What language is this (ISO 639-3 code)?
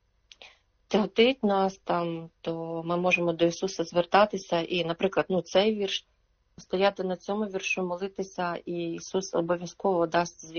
ukr